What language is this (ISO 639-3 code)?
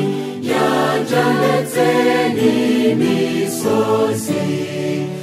kin